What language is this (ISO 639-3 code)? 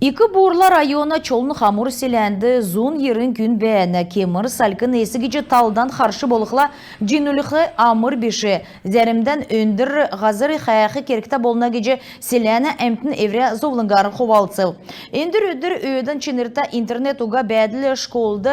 xal